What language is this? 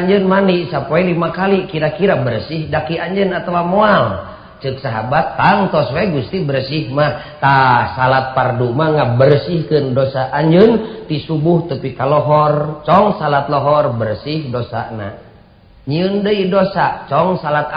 Sundanese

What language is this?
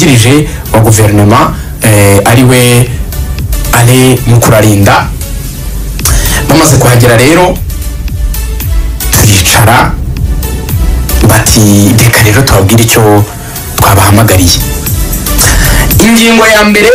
Kinyarwanda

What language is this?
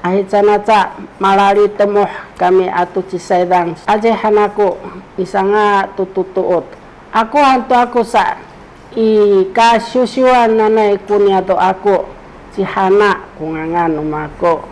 Sakizaya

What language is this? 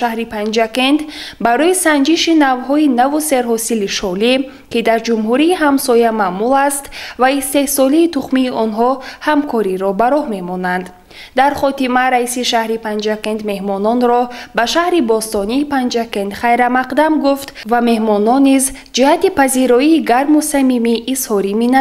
Tajik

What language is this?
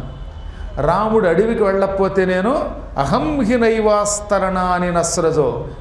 Telugu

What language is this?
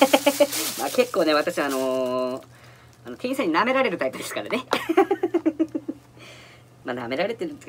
Japanese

